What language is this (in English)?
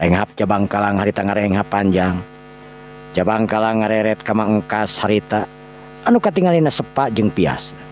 Sundanese